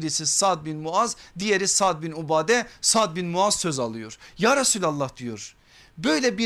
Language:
Turkish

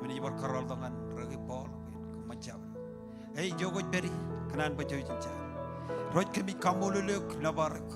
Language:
Marshallese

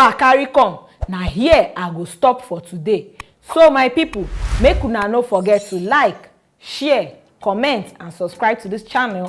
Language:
Nigerian Pidgin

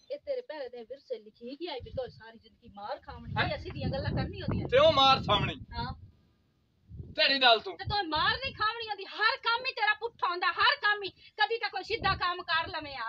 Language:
Punjabi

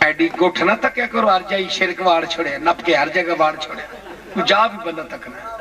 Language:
Saraiki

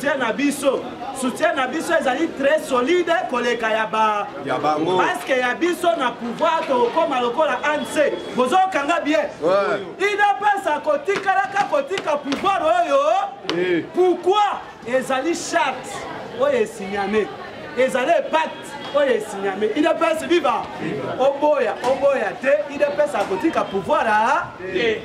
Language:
Lingala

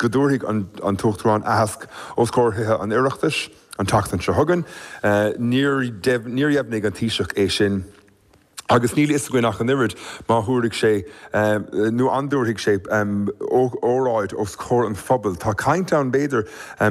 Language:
Irish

